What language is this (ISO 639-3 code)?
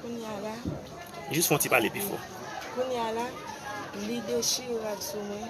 hat